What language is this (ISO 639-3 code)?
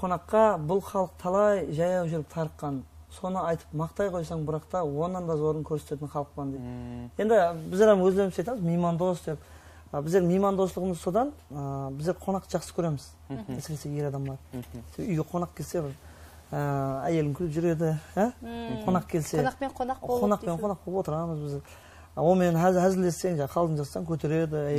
kaa